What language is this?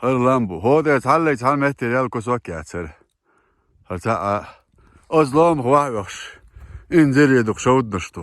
Chechen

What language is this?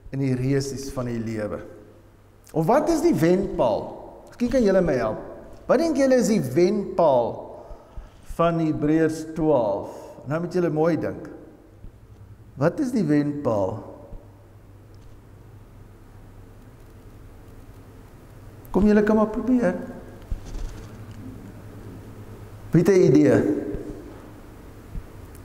Afrikaans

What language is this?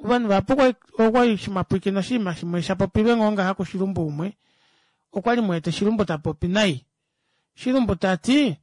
Kuanyama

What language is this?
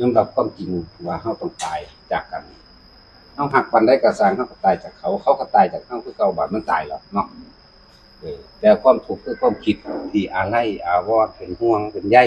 Northeastern Thai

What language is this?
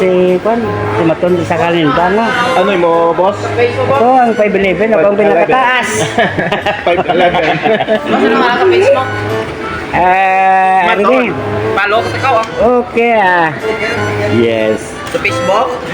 Hiligaynon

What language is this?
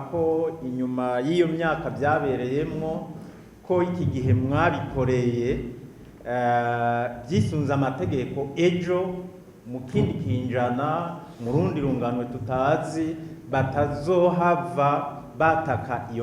Rundi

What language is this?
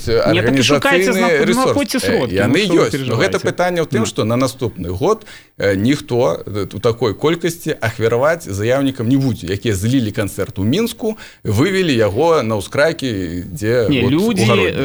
Belarusian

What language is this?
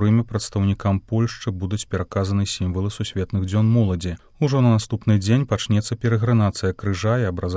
Belarusian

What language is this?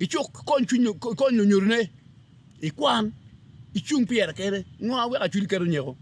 Acoli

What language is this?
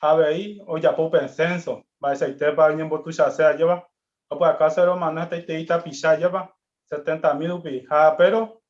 Guarani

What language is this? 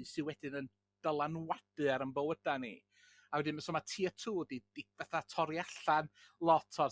Welsh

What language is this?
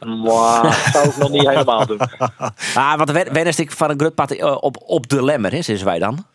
Western Frisian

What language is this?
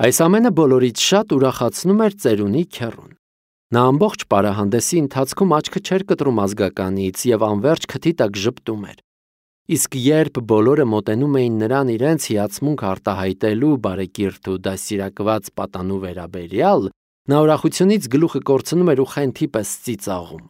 Armenian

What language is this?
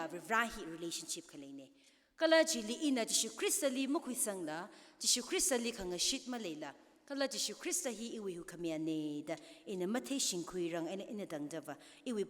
Tangkhul Naga (India)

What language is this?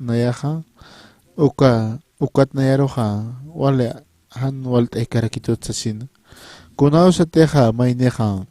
Aymara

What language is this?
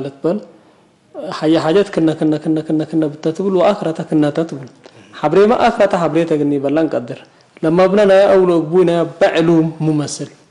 Tigre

